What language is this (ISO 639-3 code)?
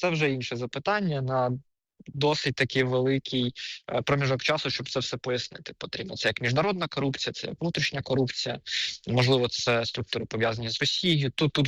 ukr